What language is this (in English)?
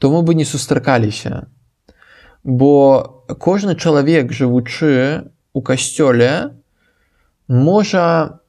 Belarusian